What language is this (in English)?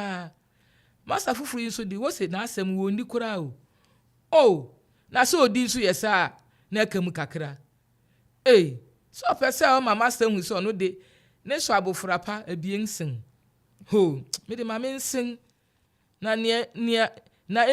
Akan